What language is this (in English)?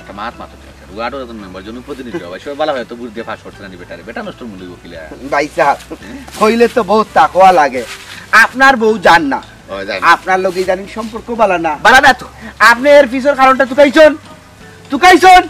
Sylheti